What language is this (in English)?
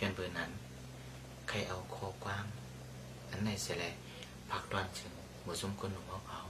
Shan